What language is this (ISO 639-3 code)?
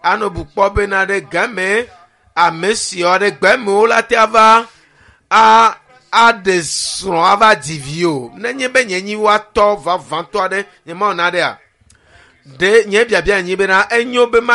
ewe